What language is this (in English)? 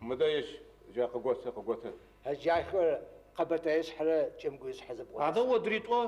Adyghe